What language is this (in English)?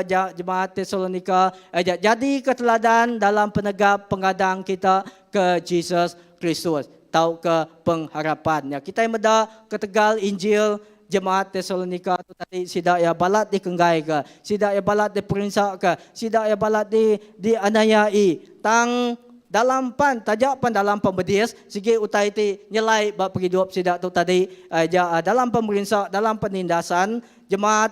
Iban